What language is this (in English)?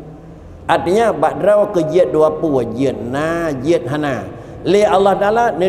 Achinese